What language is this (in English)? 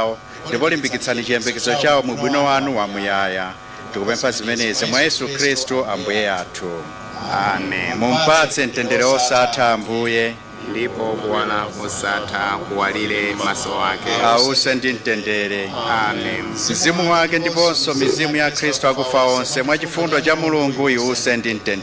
Nyanja